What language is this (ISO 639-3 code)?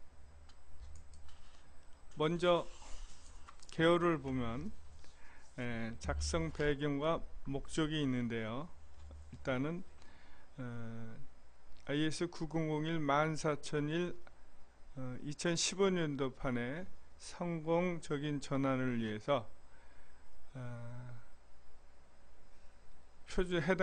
kor